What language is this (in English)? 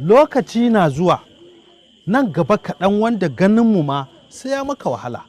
Hausa